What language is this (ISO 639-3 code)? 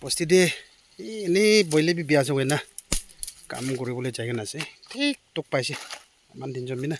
nag